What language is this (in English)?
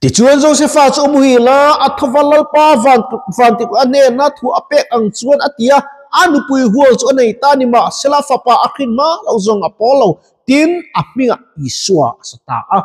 Mizo